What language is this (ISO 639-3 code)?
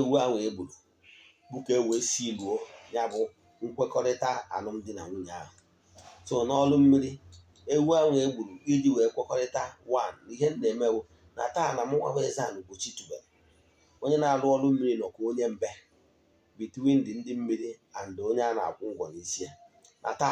ibo